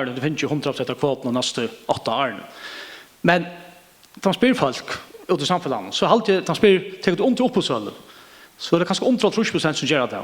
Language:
Faroese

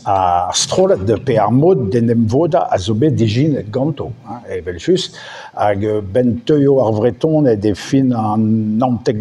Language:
Breton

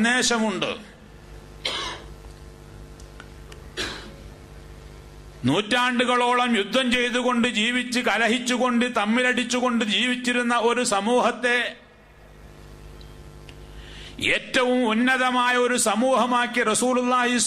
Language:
Malayalam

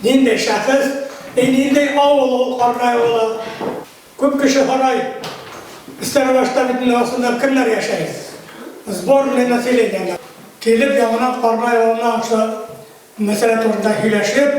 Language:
Bashkir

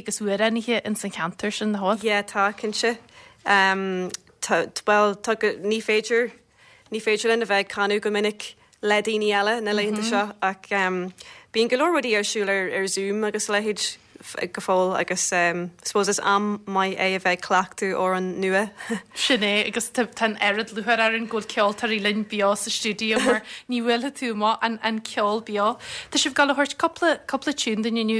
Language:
Irish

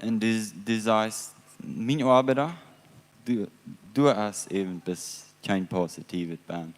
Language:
Plautdietsch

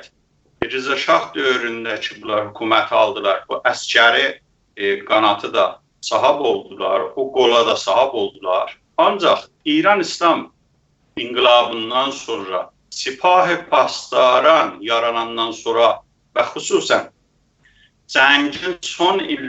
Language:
South Azerbaijani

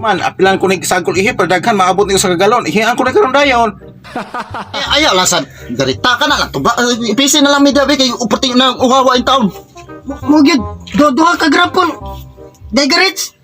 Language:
Cebuano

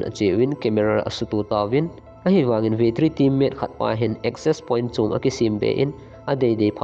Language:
Thado Chin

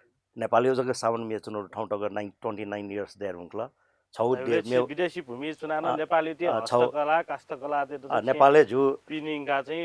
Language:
Newari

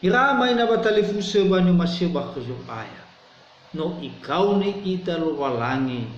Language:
Nias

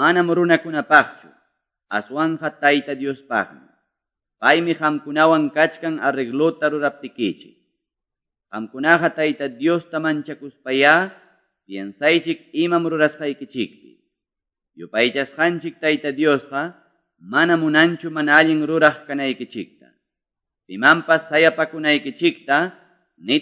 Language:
Quechua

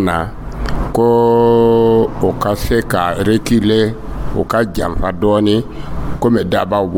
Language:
Dyula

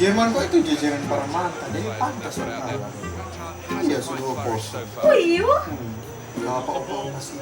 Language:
Manado Malay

